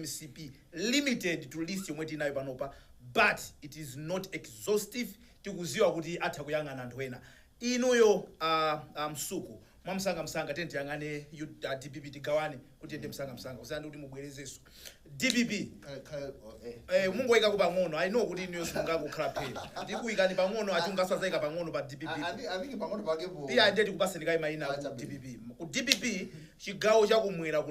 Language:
Nyanja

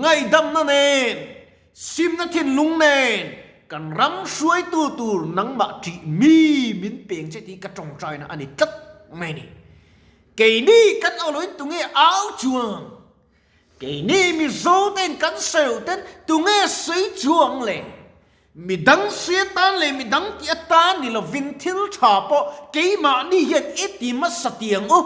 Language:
Mizo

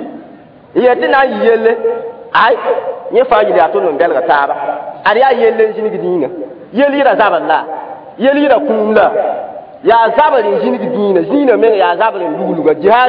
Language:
Mossi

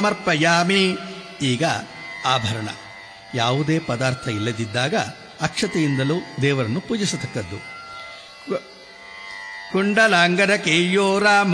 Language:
Kannada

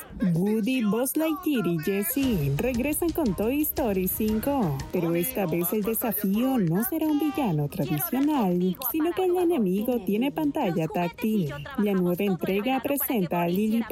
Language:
Spanish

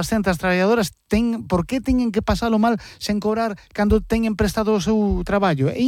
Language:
Galician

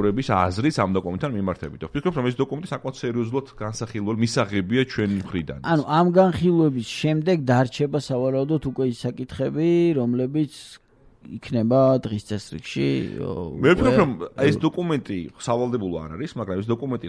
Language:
Georgian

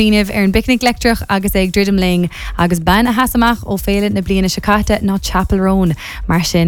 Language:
Irish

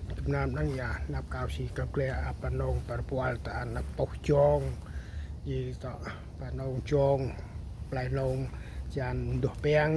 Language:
Central Mnong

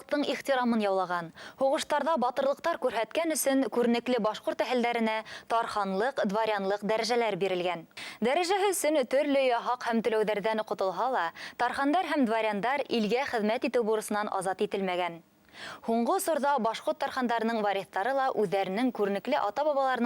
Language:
Bashkir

